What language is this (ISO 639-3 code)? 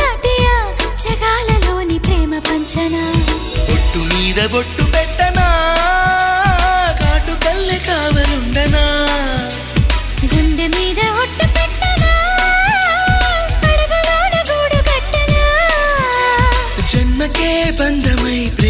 tel